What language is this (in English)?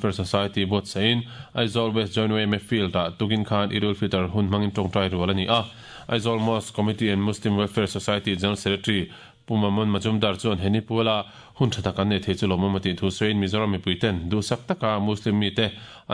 Mizo